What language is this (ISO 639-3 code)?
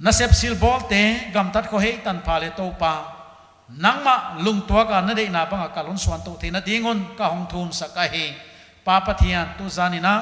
pck